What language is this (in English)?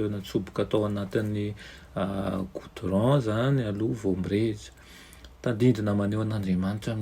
Malagasy